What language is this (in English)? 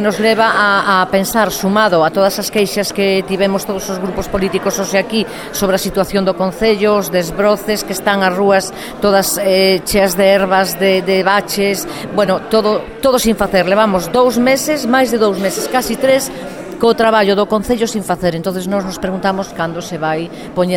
Galician